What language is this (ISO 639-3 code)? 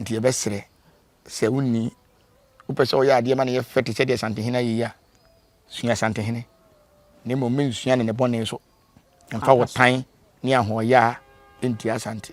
aka